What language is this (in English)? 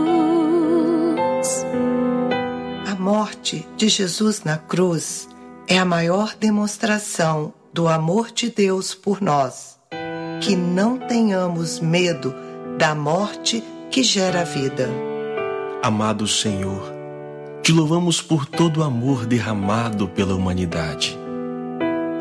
Portuguese